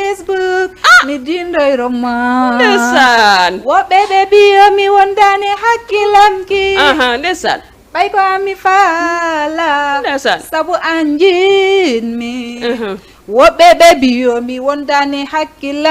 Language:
Fula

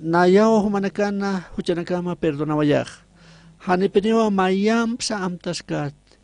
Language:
Aymara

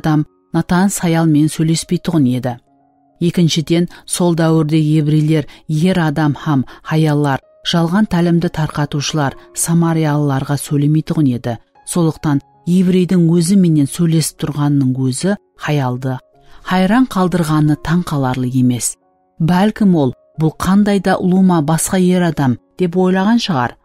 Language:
Kara-Kalpak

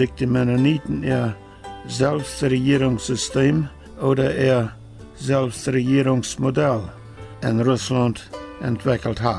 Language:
Plautdietsch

